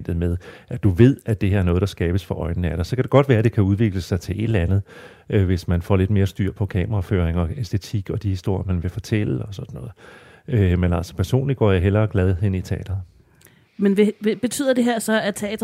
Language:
Danish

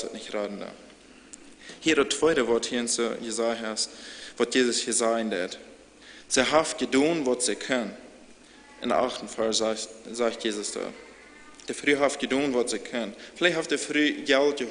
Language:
Plautdietsch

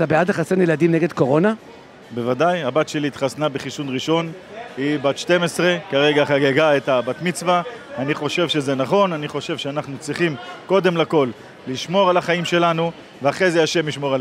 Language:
Hebrew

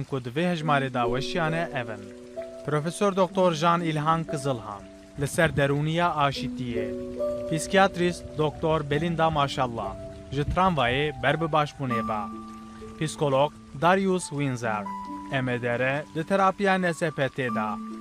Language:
Kurdish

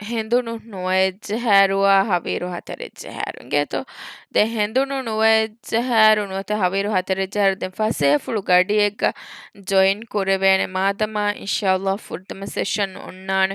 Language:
Divehi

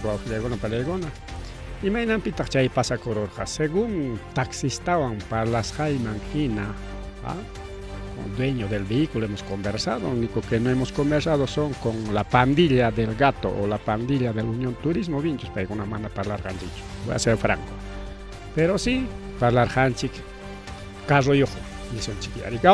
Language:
Ayacucho Quechua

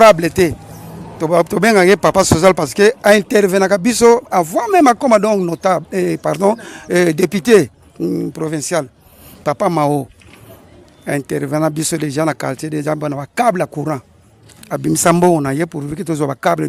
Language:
Lingala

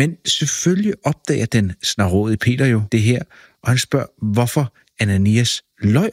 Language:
Danish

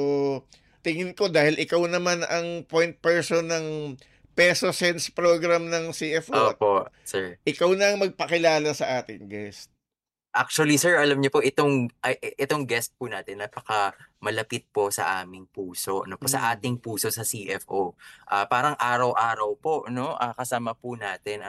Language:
Filipino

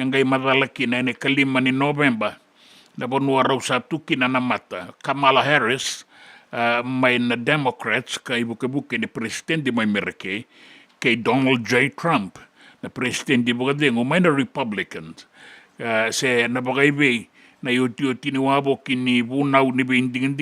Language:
Fijian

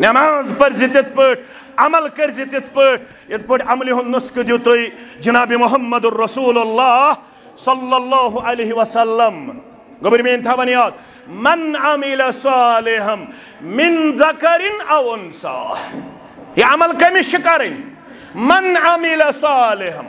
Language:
Kashmiri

